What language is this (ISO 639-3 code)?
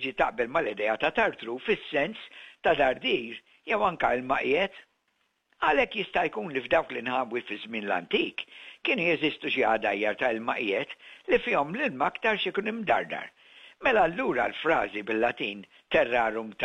mlt